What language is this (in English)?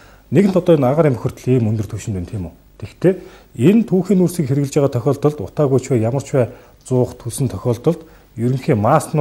Mongolian